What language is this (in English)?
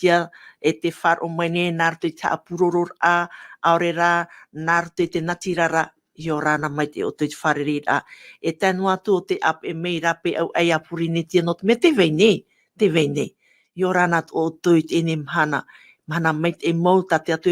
Tahitian